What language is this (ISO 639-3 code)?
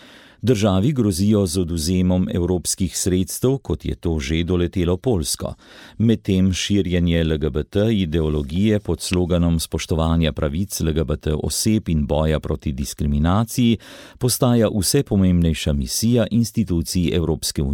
slv